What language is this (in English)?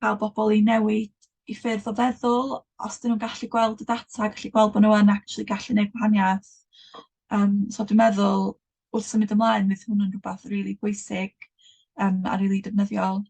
Welsh